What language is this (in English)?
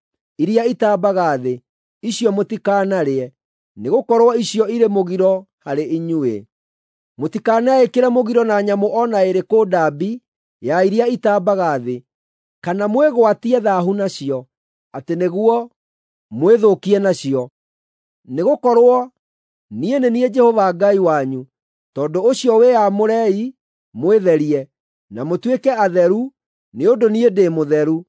Kikuyu